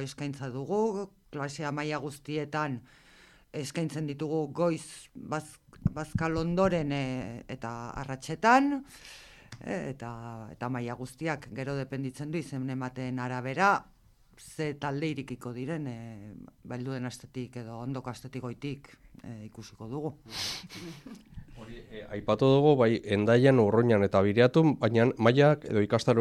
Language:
Basque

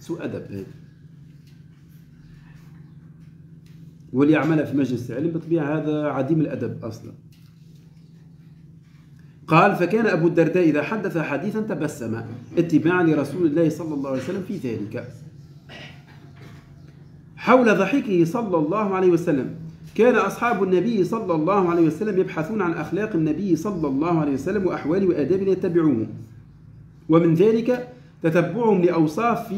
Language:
Arabic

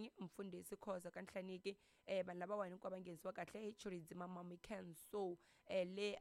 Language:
Tsonga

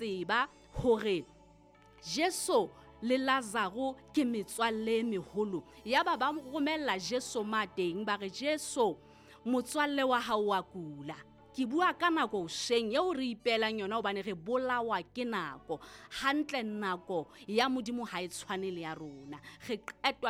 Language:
Southern Sotho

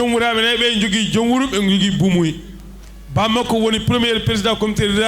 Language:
Fula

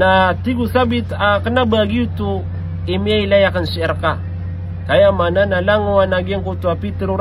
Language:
Maranao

